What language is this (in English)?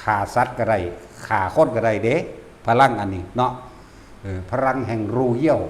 Northeastern Thai